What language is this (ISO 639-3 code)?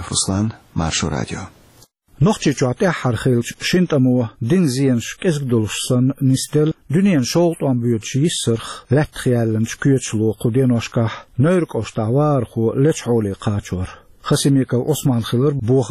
che